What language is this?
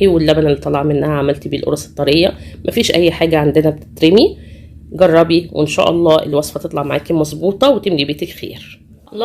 Egyptian Arabic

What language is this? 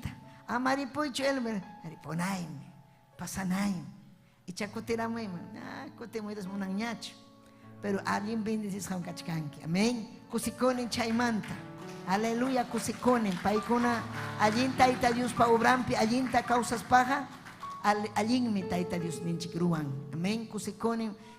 Ayacucho Quechua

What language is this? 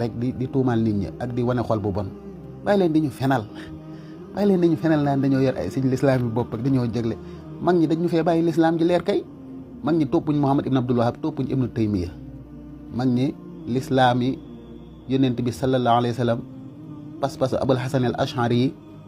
Wolof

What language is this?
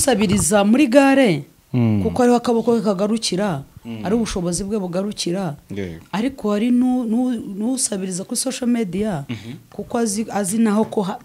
Kinyarwanda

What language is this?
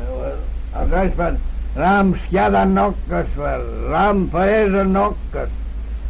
Manx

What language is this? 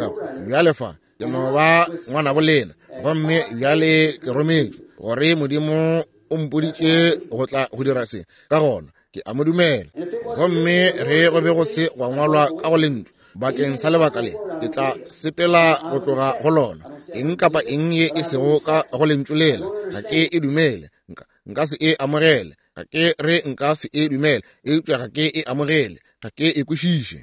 Northern Sotho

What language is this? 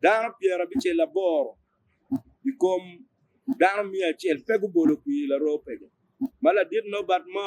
Acoli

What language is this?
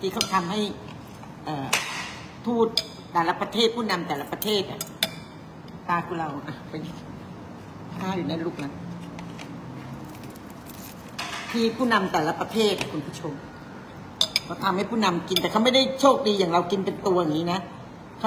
Thai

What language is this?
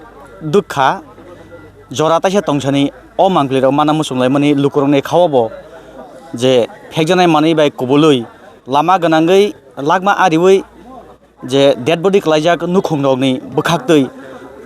Kok Borok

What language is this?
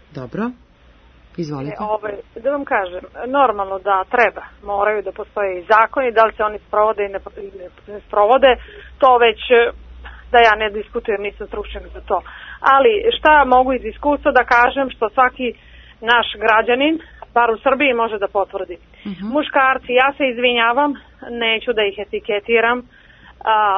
Serbian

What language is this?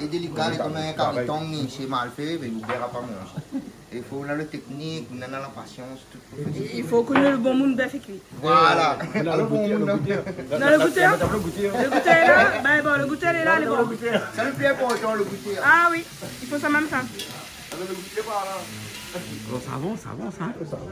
Réunion Creole French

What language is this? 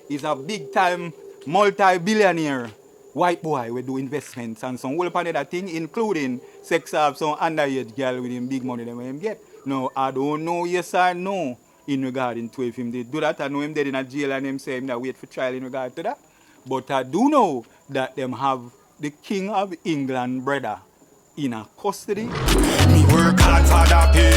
Jamaican Creole English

